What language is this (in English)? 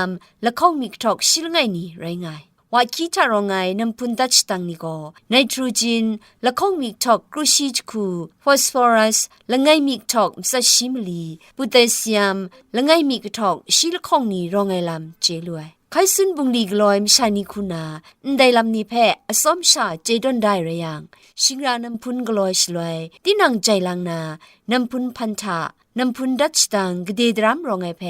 Kachin